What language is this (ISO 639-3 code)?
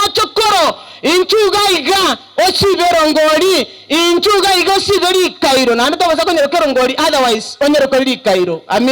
guz